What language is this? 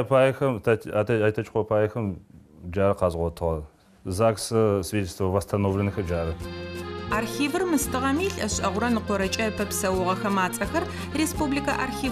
Adyghe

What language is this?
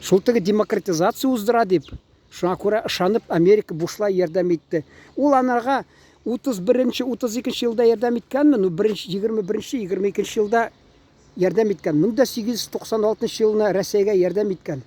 Tatar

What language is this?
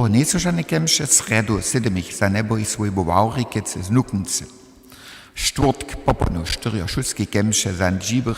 Upper Sorbian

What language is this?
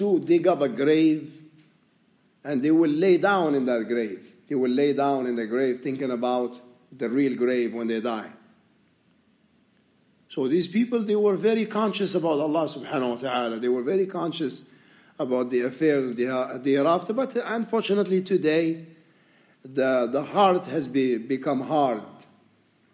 English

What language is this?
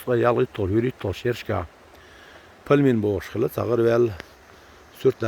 Chechen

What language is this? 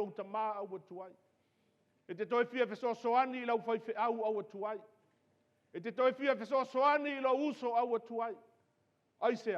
Samoan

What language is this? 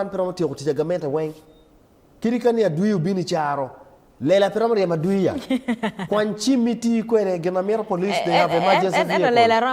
Acoli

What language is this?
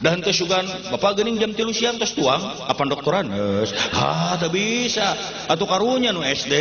Sundanese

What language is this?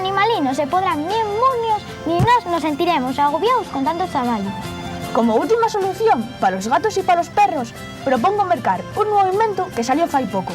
Asturian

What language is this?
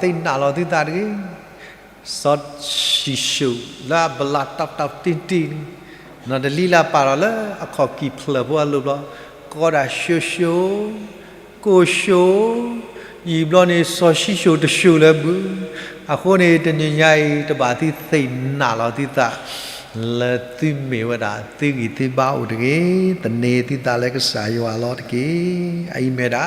S'gaw Karen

